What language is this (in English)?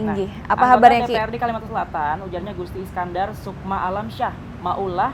Banjar